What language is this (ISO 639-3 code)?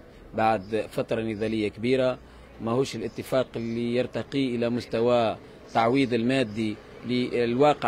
aeb